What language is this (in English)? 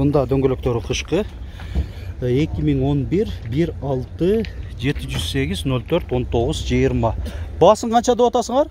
Kyrgyz